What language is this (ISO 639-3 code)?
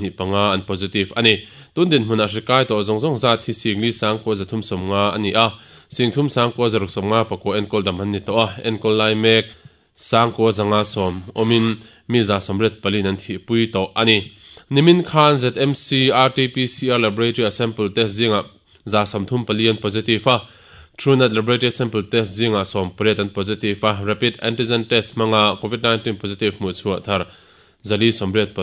lus